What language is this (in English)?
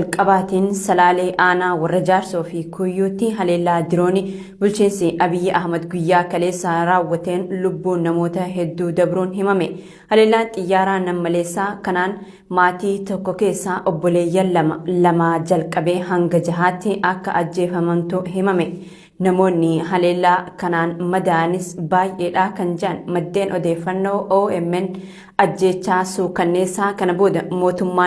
Oromo